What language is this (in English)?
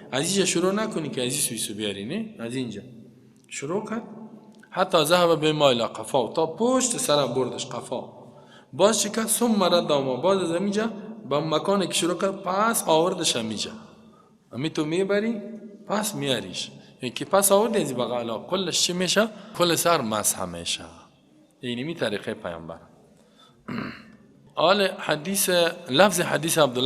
Persian